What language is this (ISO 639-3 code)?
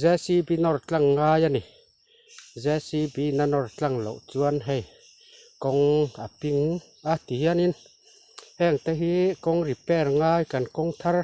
lus